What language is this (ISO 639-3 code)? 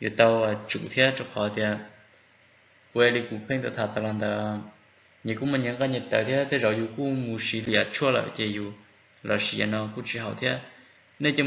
vie